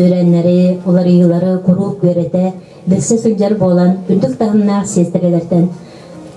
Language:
Yakut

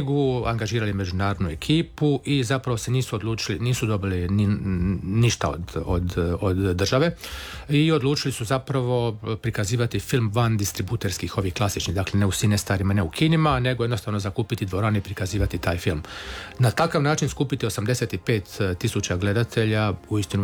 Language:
Croatian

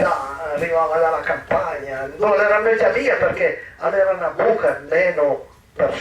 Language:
Piedmontese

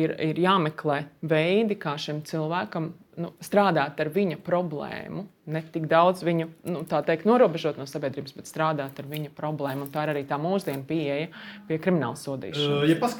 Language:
Latvian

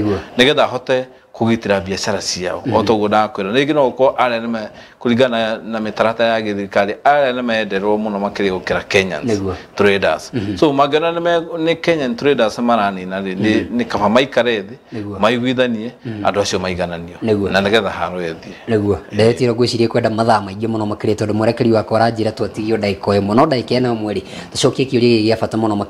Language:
Kikuyu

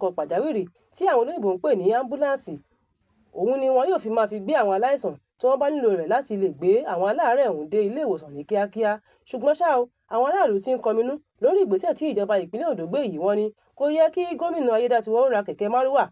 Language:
Yoruba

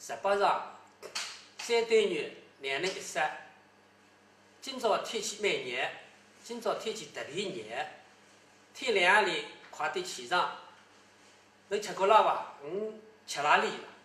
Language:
Wu Chinese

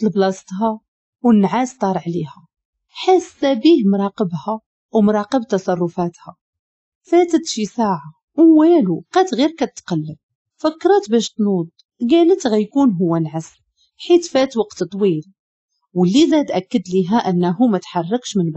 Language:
Moroccan Arabic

